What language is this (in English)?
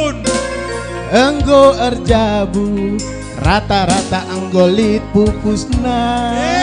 Batak Karo